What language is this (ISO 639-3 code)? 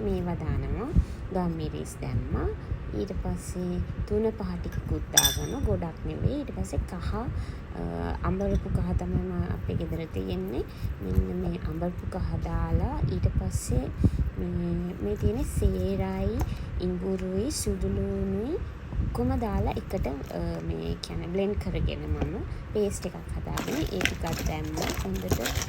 sin